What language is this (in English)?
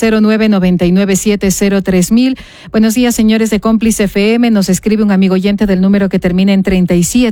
Spanish